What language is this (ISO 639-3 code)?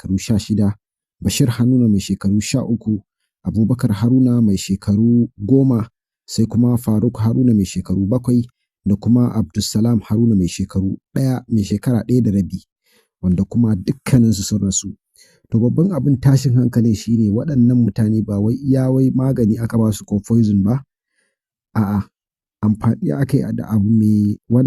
hau